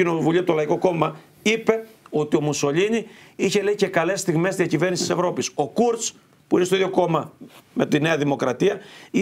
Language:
Greek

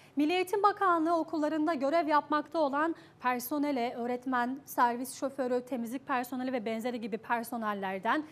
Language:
Turkish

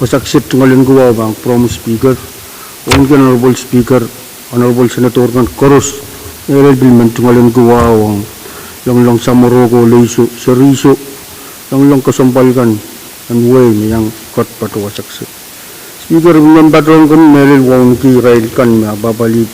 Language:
Pohnpeian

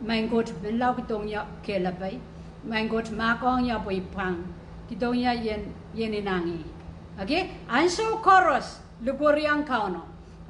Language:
Pohnpeian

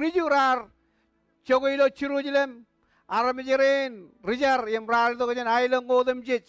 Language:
Marshallese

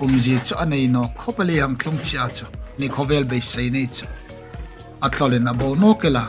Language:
Hmar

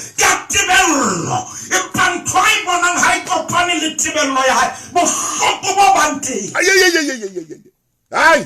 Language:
Southern Sotho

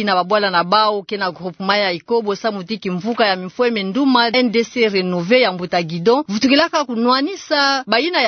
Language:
Kituba (Democratic Republic of Congo)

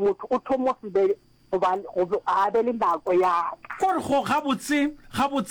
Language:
Northern Sotho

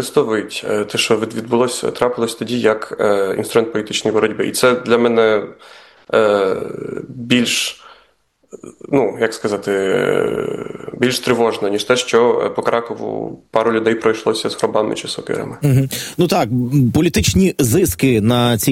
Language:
Ukrainian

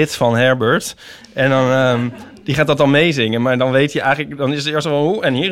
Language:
Dutch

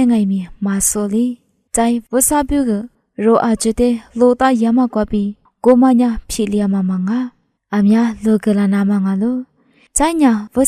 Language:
Lisu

